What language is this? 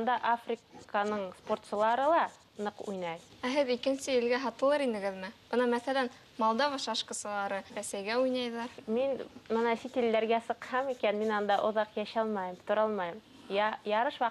Bashkir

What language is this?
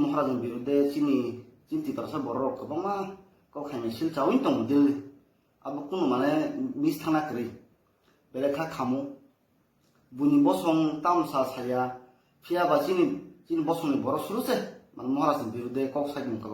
Riang (India)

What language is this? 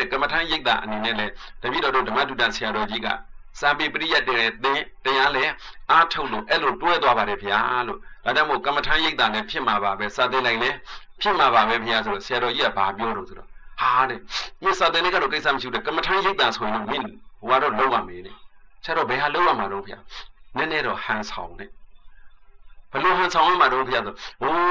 Burmese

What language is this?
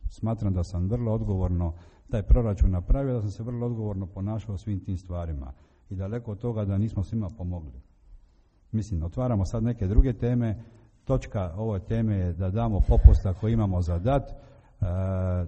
Croatian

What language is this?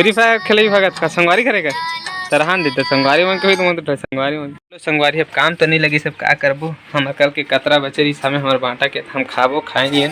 Chhattisgarhi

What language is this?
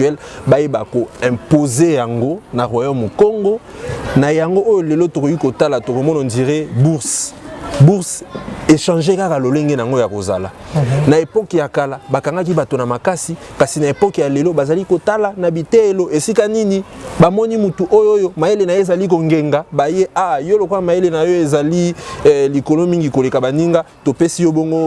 Lingala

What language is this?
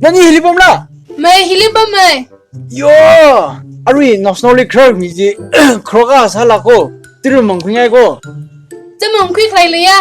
Tangkhul Naga (India)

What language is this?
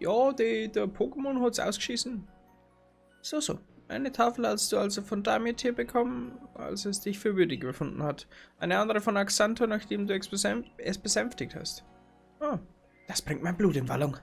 Bavarian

